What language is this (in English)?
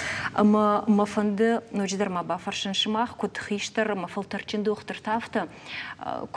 Ossetic